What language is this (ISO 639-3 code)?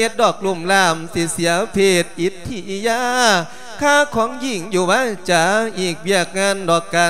lao